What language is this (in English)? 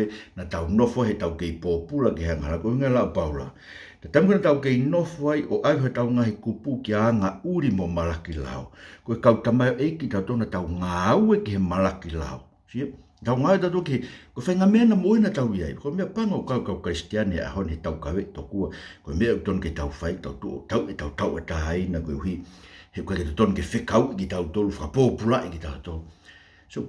Tongan